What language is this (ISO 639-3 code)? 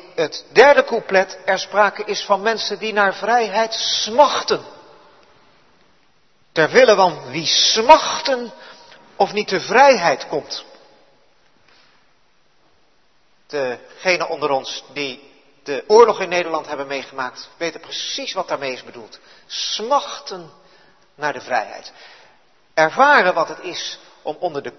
nld